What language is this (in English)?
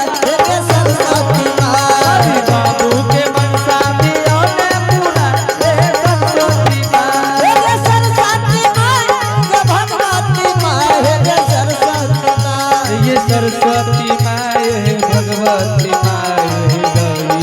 Angika